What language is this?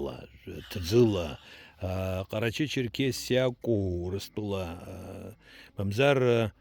Abkhazian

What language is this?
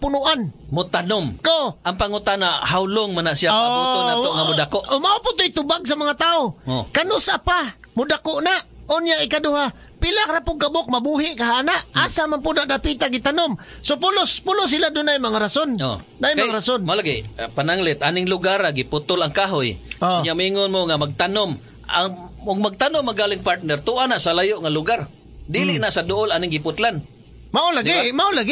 Cebuano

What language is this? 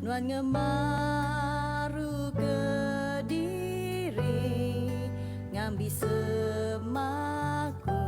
Iban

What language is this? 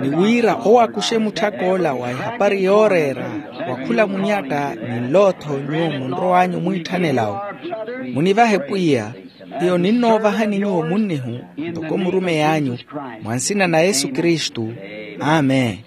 Makhuwa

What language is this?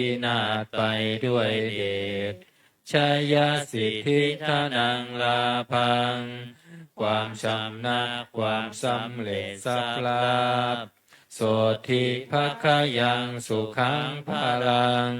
Pali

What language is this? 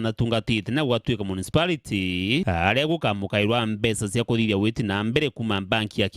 Meru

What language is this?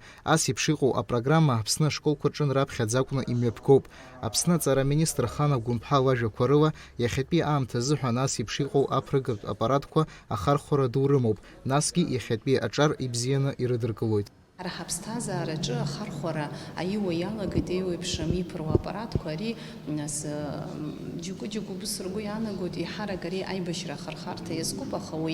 Abkhazian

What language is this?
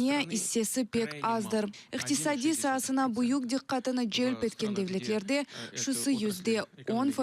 Crimean Tatar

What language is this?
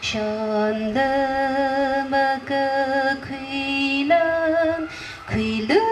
Tangkhul Naga (India)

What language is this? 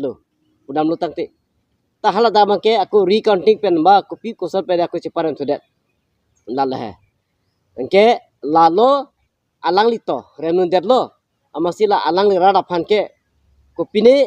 Karbi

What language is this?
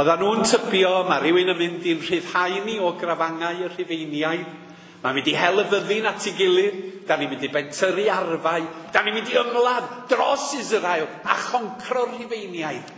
Welsh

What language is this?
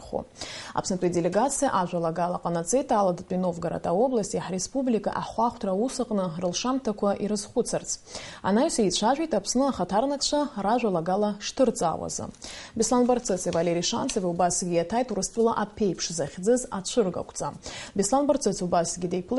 Abkhazian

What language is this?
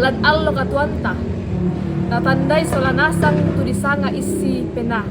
Toraja-Sa'dan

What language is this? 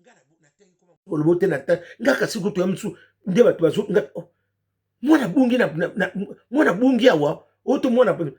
Lingala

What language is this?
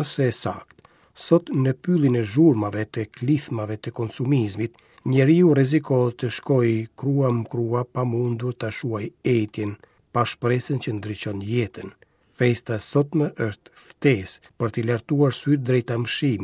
Albanian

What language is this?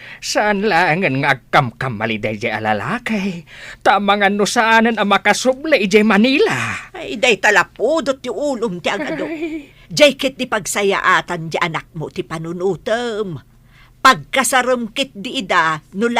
Iloko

